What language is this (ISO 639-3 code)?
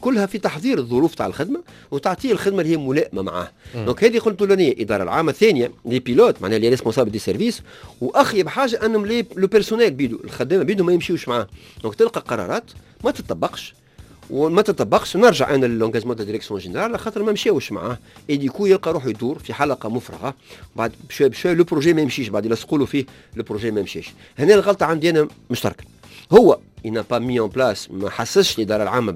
aeb